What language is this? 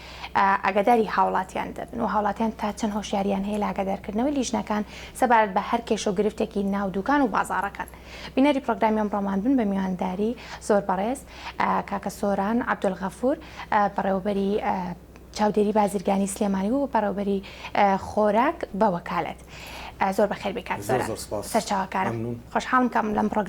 Central Kurdish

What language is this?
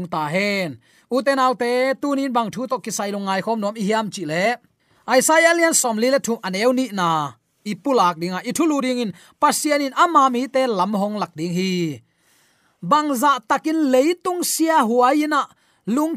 Tedim Chin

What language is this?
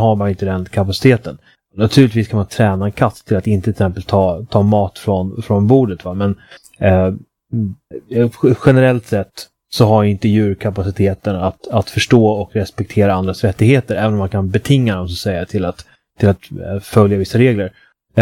Swedish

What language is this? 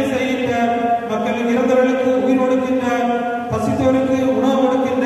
Tamil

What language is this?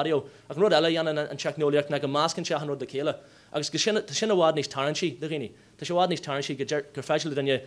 Irish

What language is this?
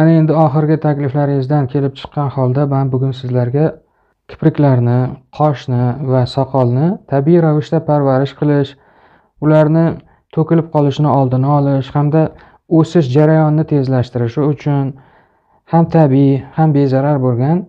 Uzbek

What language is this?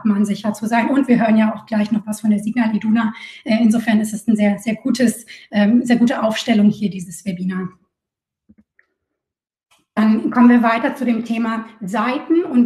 German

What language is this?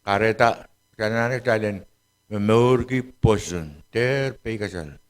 Pohnpeian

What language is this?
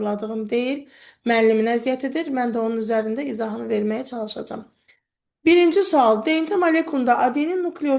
Azerbaijani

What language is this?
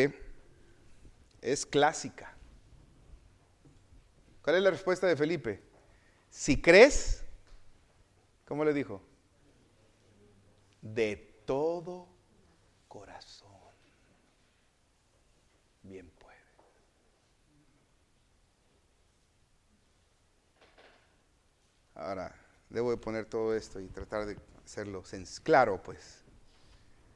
Spanish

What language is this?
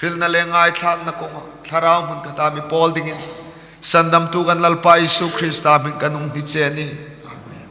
Hmar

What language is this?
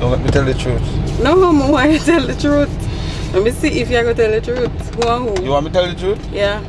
Jamaican Creole English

